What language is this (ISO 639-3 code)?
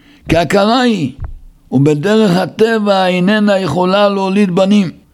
heb